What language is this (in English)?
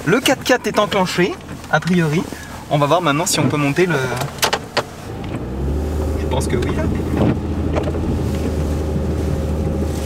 French